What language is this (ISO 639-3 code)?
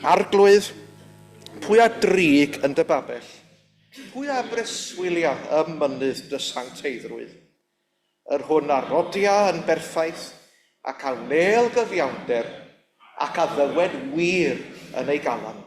cym